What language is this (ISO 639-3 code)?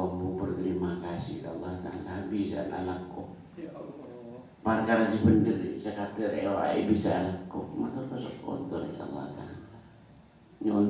mad